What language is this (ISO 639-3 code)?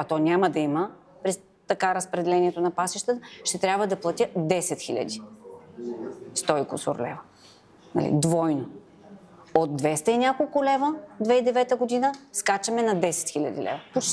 bul